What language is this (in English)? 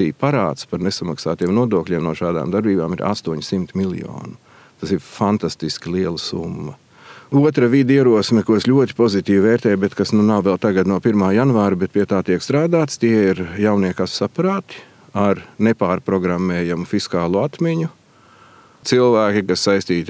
Latvian